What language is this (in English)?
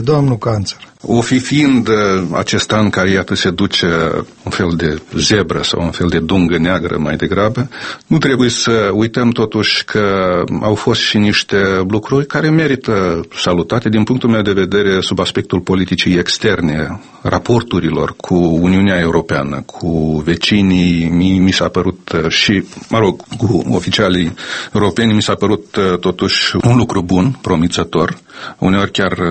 Romanian